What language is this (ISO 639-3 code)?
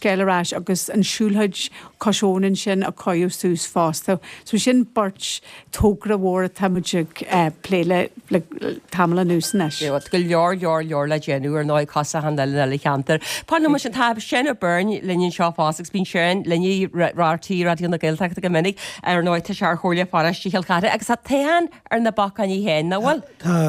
gle